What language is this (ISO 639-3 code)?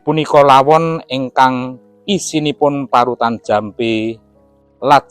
jav